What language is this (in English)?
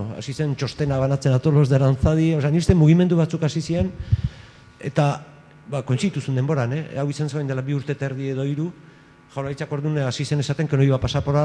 Basque